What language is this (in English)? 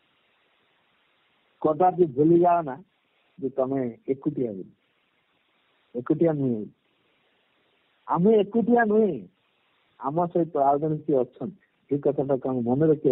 Odia